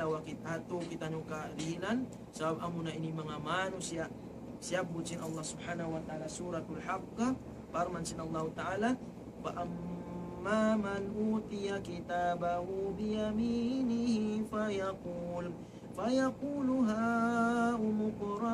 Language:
Tausug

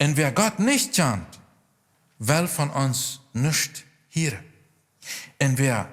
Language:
Plautdietsch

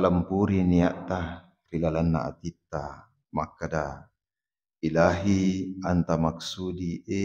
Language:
Buginese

